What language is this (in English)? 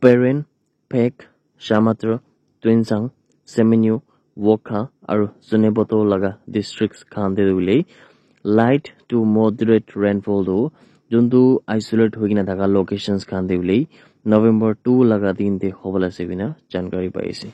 Naga Pidgin